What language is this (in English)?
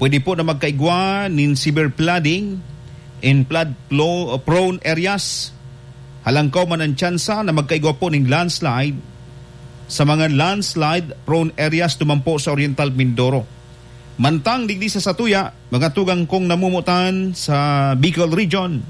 Bikol